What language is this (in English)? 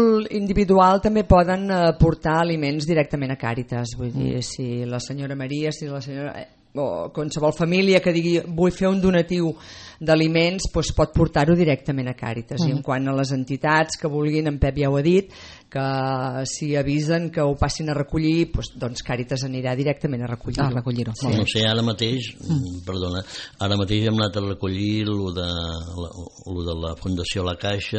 Catalan